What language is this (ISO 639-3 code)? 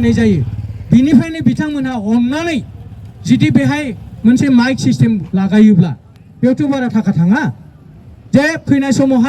brx